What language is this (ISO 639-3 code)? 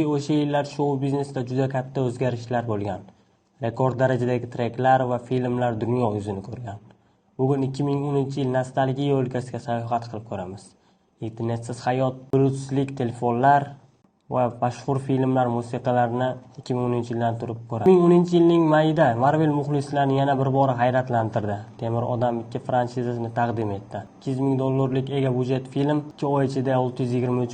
uzb